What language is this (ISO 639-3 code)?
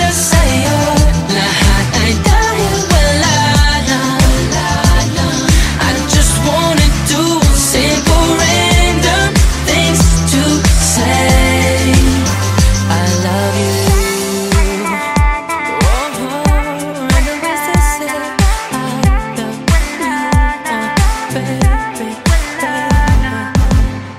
fil